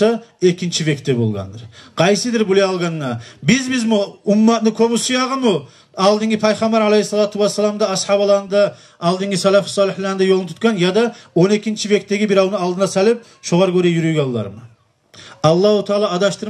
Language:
Kumyk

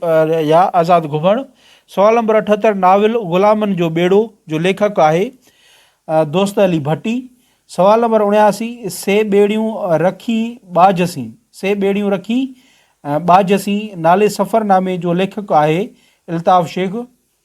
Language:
Sindhi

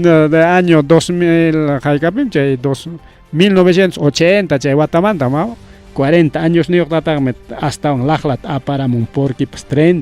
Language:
Ayacucho Quechua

